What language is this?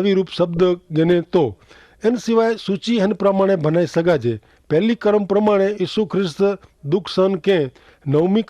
Kachhi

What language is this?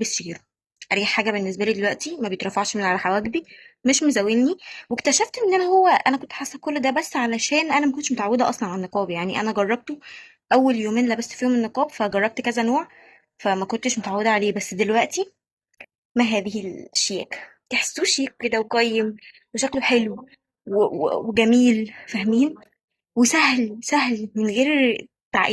Egyptian Arabic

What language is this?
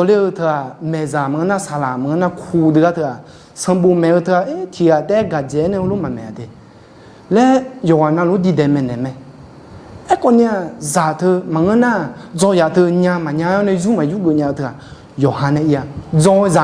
Akha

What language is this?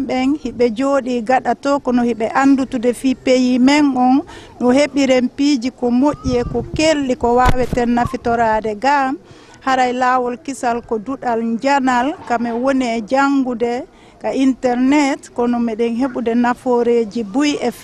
Fula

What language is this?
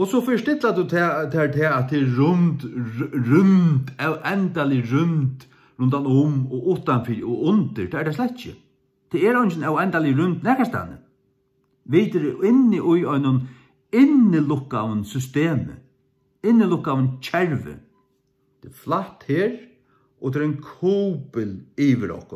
Faroese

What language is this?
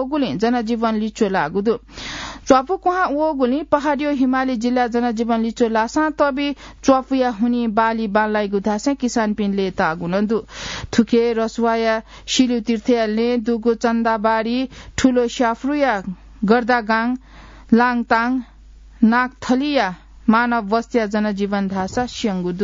Newari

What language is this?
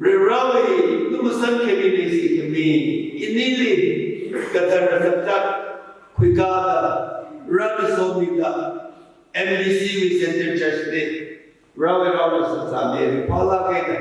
Tangkhul Naga (India)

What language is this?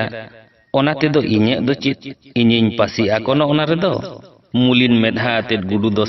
Santali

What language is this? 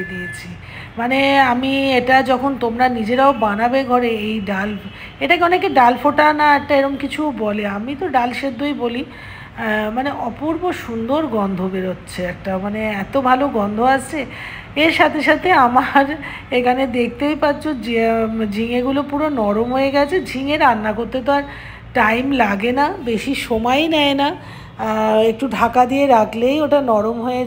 Bangla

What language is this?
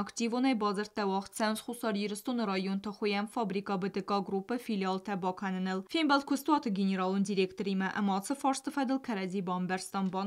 Ossetic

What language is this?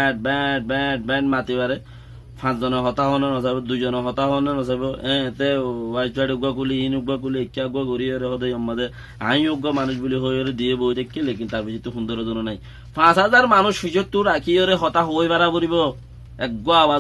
Rohingya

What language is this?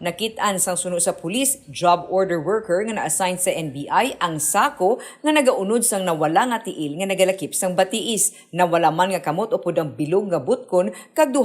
Hiligaynon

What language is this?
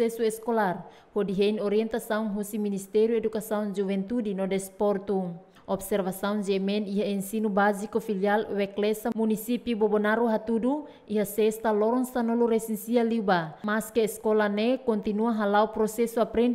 Tetum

